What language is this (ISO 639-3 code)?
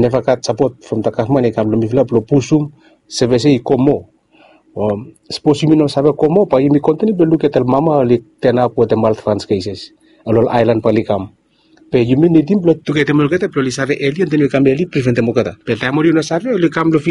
bis